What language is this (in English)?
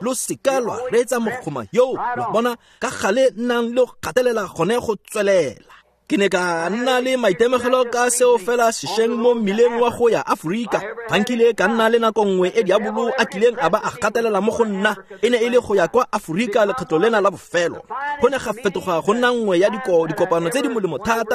Tswana